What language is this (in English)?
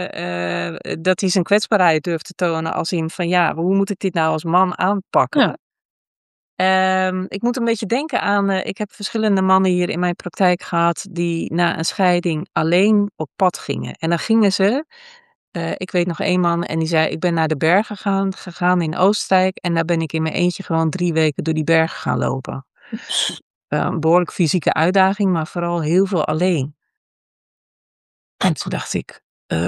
Dutch